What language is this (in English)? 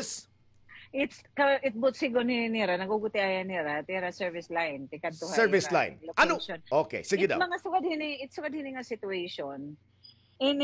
Waray